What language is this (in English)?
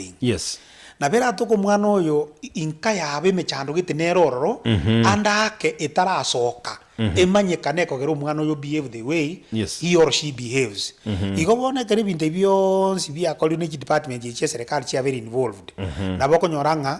Gusii